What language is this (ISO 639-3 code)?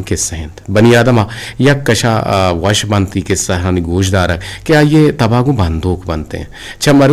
bgp